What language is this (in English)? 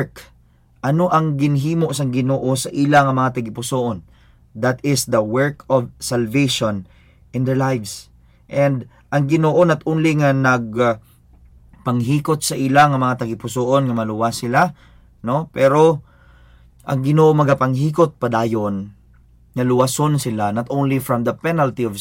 Hiligaynon